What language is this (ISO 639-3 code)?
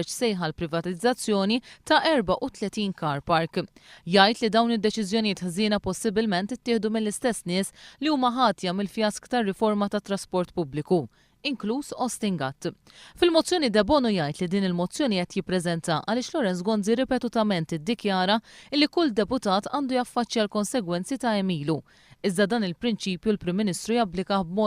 mlt